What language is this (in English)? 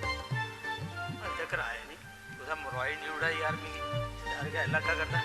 Dogri